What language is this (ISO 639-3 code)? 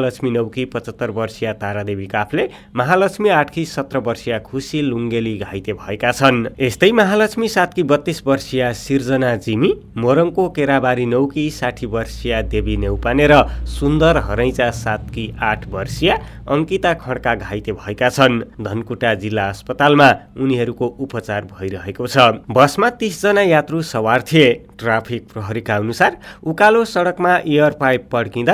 nep